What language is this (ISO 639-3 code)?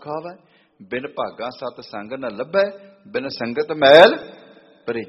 pan